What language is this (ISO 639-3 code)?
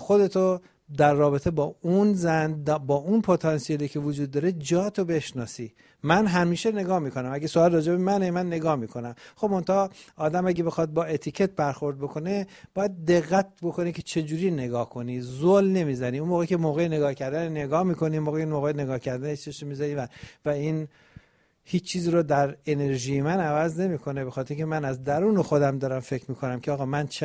fas